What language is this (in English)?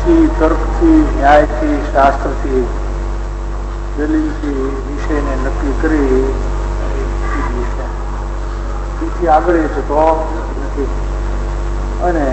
Gujarati